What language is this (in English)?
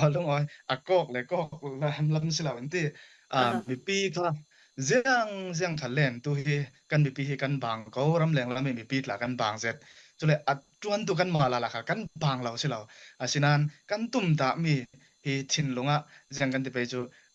Falam Chin